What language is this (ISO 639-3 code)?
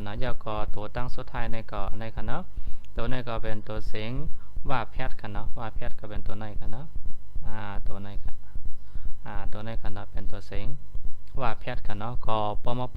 shn